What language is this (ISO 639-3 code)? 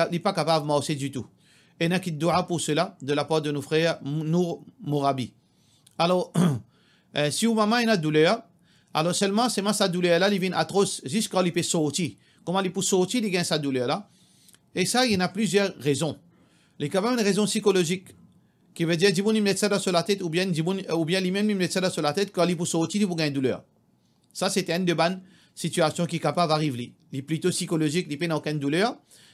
mfe